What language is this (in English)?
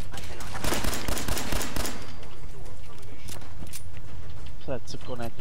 Finnish